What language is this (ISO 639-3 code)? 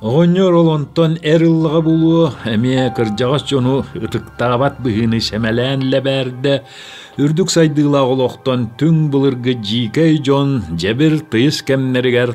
sah